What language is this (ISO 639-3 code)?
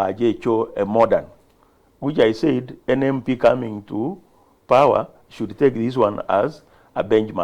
guz